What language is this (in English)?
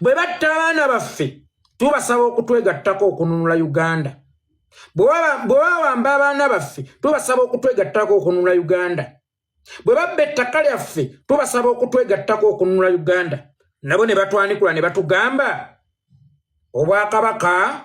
Ganda